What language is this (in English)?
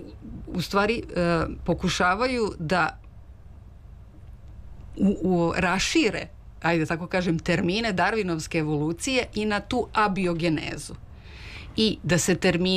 Serbian